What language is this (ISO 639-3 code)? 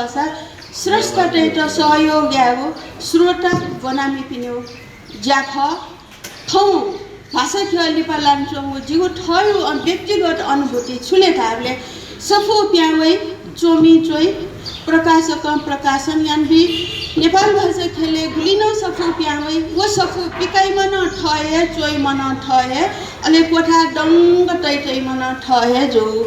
new